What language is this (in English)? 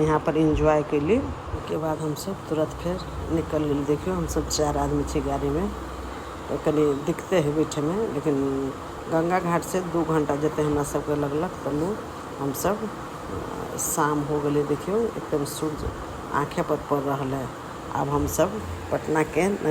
Maithili